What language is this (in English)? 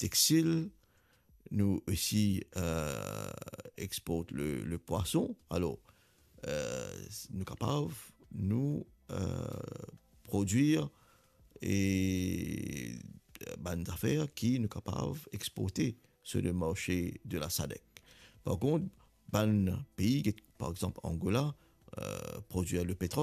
Morisyen